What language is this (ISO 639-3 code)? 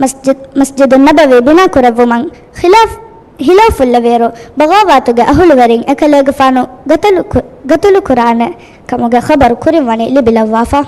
div